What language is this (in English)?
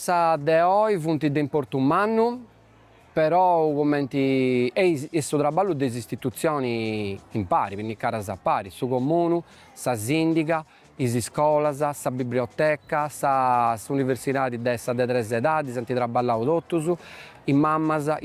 Sardinian